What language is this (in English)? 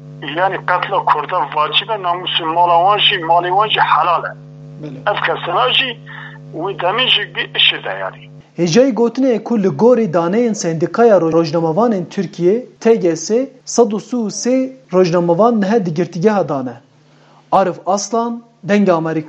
Kurdish